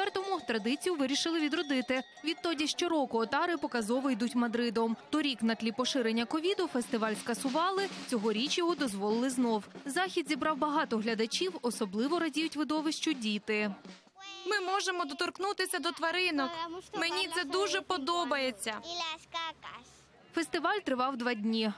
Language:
Ukrainian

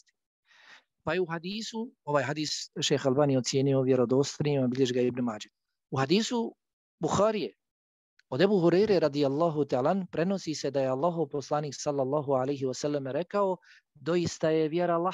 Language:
Bosnian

